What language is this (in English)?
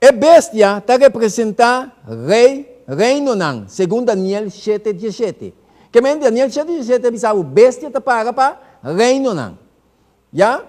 Papiamento